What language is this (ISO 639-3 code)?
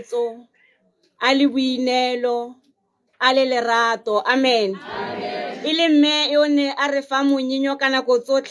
tsn